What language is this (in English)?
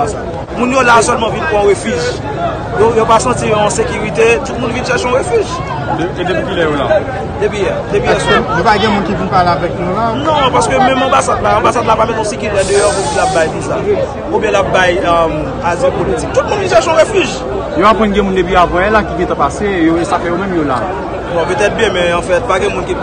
Haitian Creole